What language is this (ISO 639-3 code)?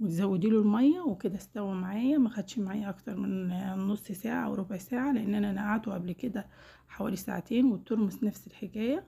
arz